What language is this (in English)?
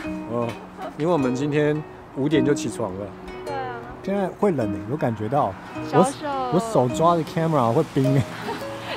Chinese